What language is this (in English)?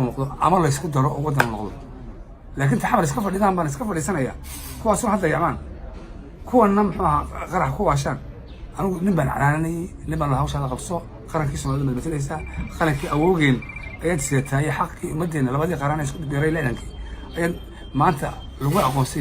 Somali